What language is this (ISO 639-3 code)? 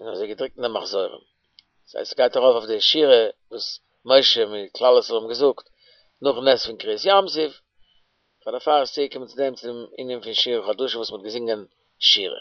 yid